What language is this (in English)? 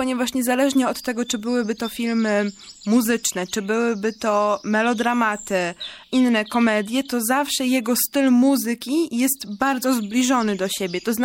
Polish